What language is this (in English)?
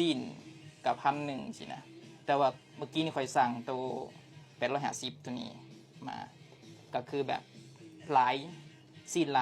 Lao